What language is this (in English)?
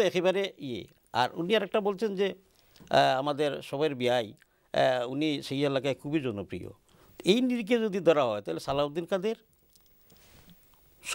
Bangla